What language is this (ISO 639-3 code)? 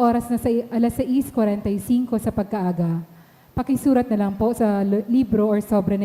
bik